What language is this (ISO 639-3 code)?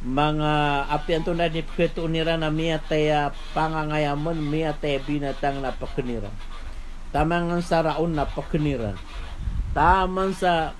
mrw